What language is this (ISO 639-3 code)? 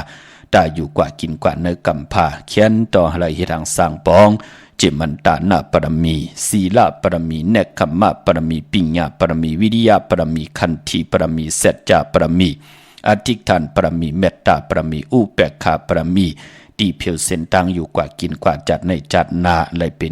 shn